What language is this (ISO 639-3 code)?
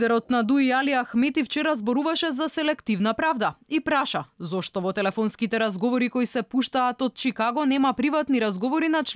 mkd